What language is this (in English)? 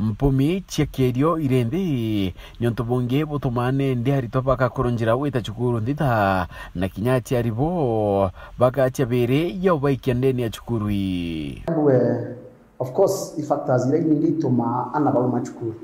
Meru